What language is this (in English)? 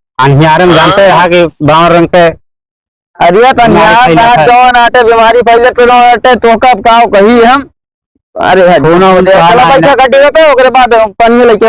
Awadhi